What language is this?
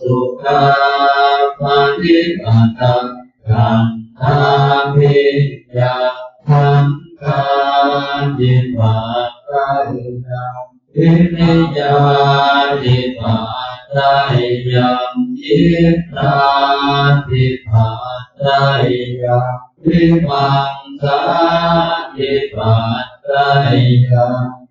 Pali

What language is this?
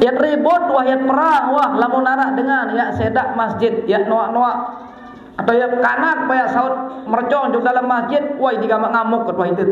Sasak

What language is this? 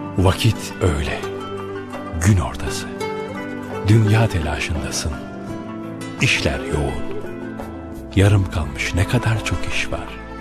Turkish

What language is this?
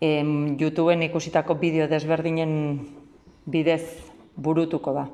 Basque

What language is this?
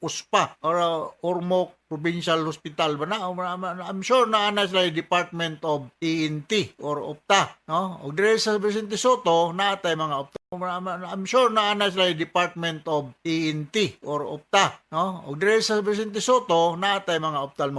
Cebuano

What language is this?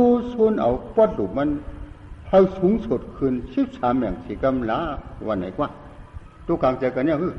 Shan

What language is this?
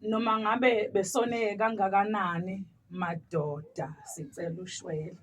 Zulu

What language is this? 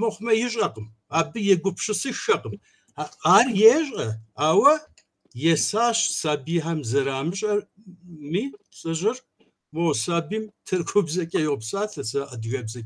Kabardian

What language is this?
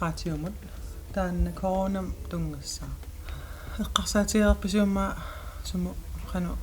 Kalaallisut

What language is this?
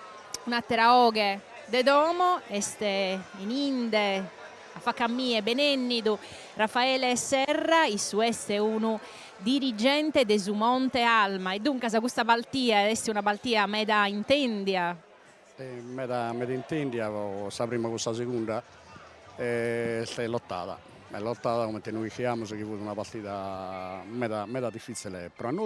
Sardinian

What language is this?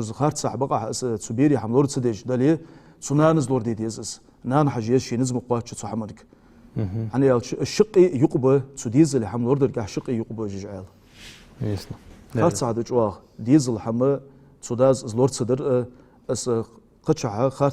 Ingush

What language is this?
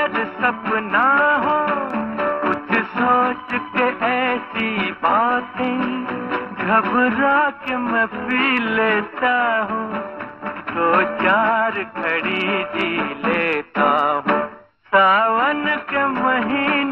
Hindi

